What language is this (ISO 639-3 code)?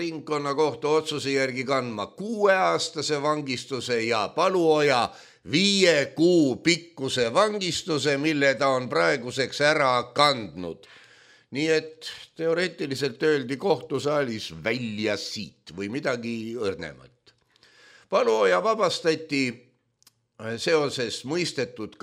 est